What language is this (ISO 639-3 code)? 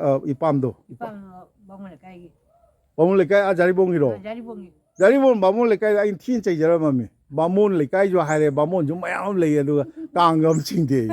mni